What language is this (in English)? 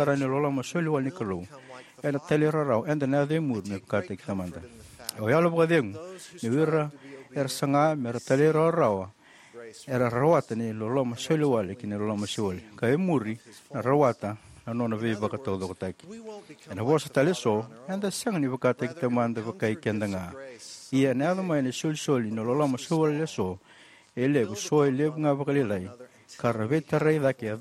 Fijian